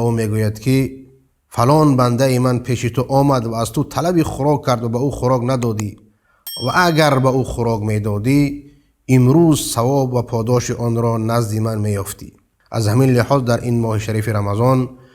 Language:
Persian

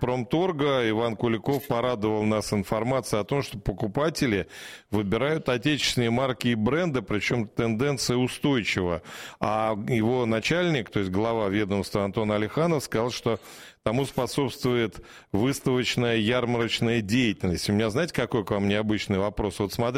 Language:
Russian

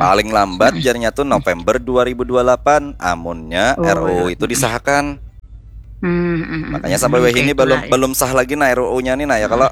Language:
Banjar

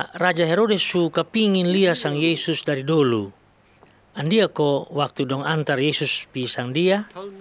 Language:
Kupang Malay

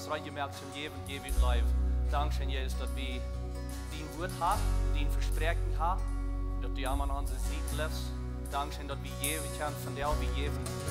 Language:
Plautdietsch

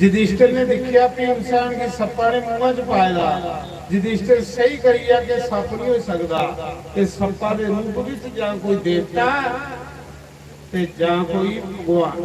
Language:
Dogri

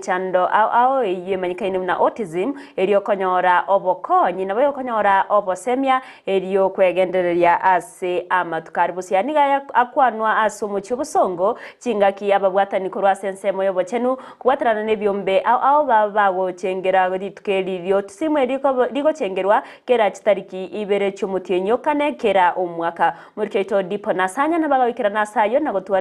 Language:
Gusii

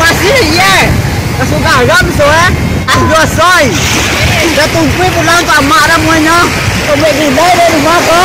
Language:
Minangkabau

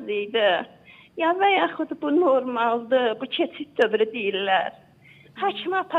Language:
Azerbaijani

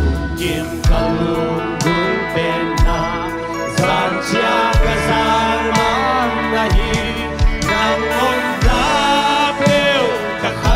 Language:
Tedim Chin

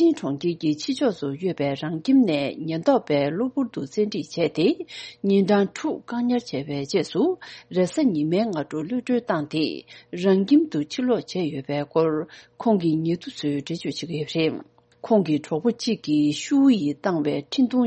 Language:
Tibetan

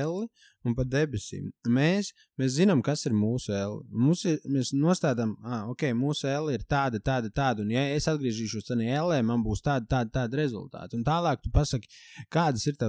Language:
Latvian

